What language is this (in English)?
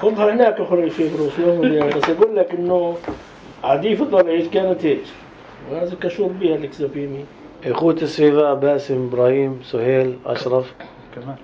North Levantine Arabic